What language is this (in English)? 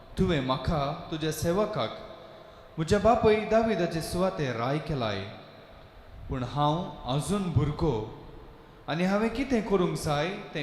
Konkani